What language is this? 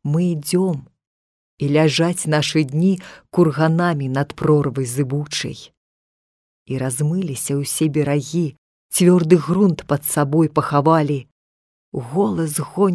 Belarusian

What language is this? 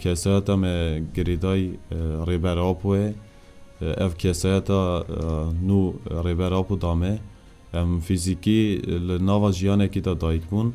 Kurdish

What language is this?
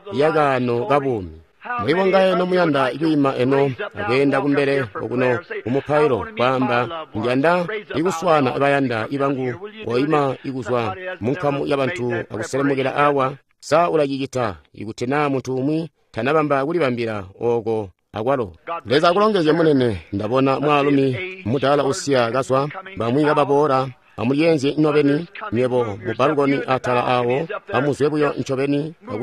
Tonga (Zambia)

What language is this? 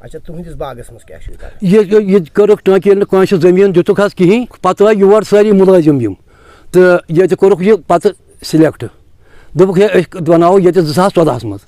Kashmiri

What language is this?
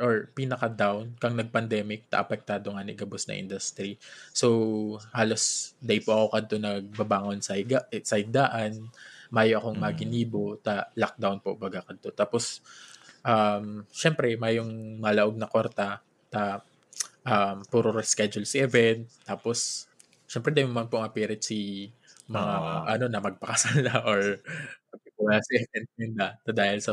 Bikol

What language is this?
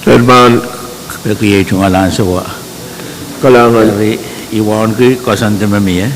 Pohnpeian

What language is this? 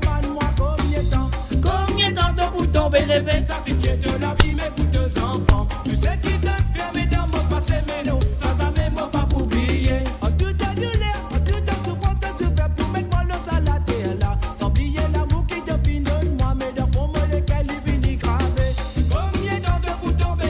Morisyen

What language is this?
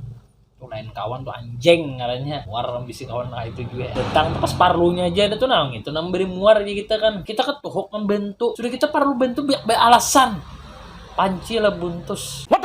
Banjar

